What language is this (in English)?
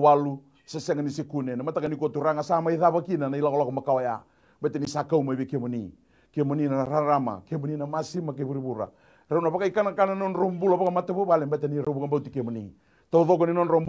Fijian